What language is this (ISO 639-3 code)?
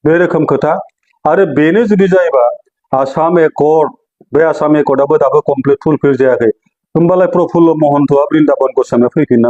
brx